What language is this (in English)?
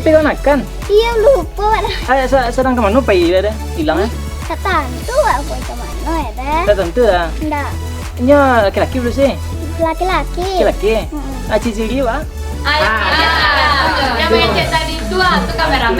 Minangkabau